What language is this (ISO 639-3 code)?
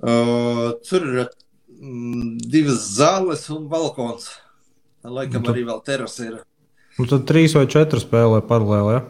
lav